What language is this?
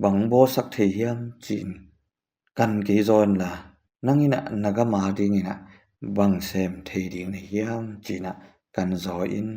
Tedim Chin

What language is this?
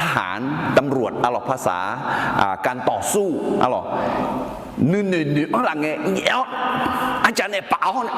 Akha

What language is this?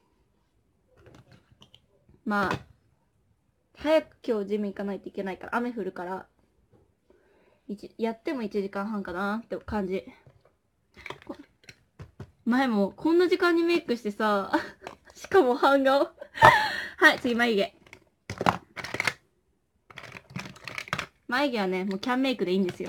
Japanese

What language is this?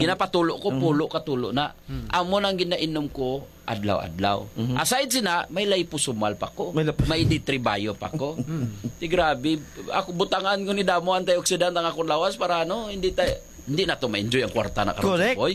Hiligaynon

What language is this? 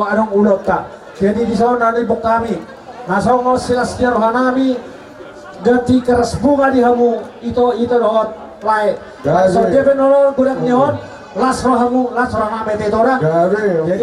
Batak Toba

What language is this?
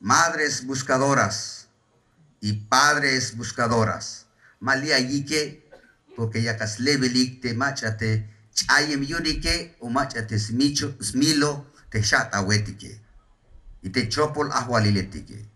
Tzeltal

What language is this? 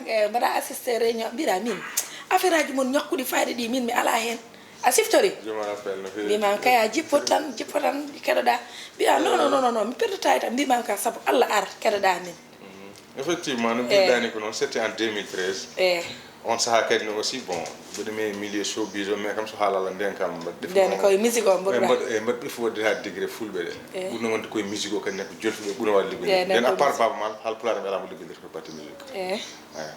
Fula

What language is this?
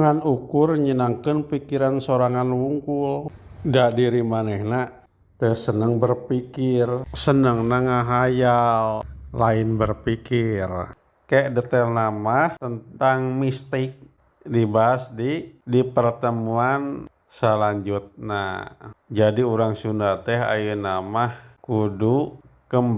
Sundanese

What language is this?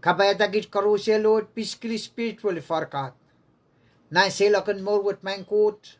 Pohnpeian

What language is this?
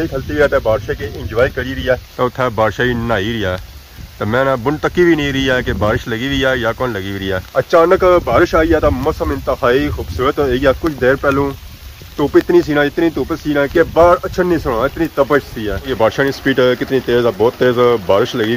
Pahari-Potwari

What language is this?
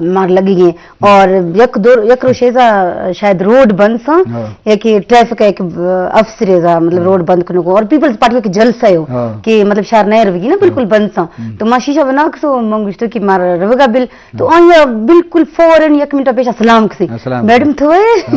Eastern Balochi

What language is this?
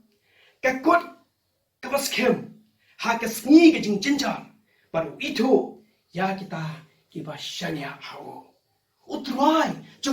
Khasi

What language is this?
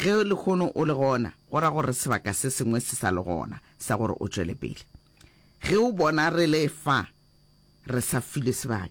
Northern Sotho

